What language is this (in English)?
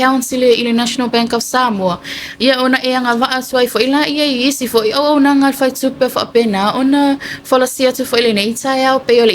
Samoan